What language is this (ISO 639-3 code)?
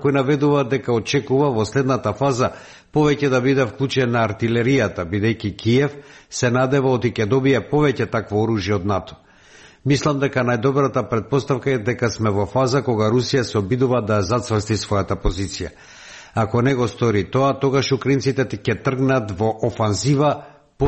mkd